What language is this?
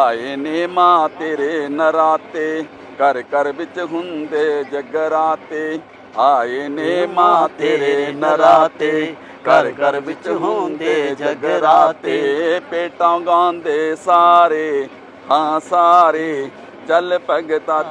Dogri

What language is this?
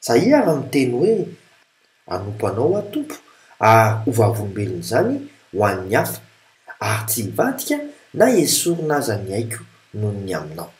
Malagasy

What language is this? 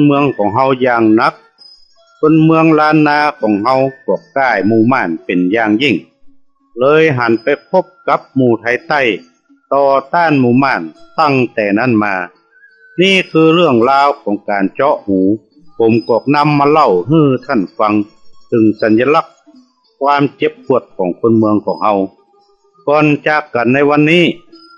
Northern Thai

